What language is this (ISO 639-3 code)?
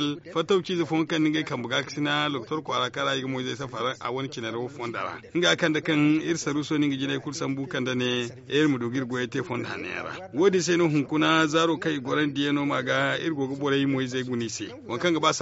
dje